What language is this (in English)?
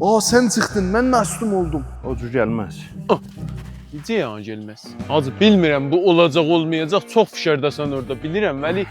South Azerbaijani